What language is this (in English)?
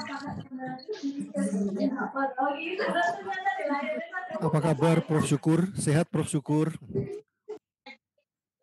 Indonesian